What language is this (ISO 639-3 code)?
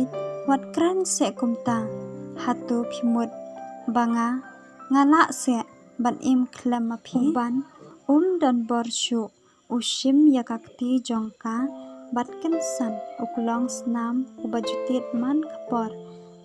kha